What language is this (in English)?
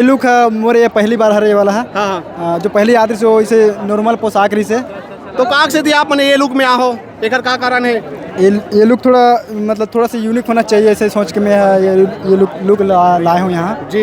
Chhattisgarhi